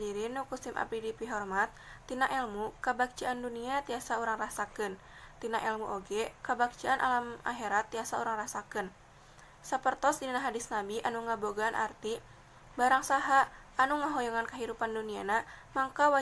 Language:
Sundanese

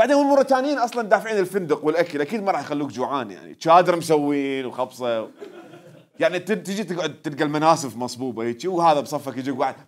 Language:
Mesopotamian Arabic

